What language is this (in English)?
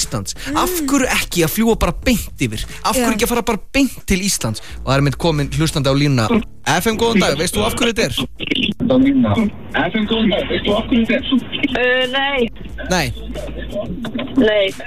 Icelandic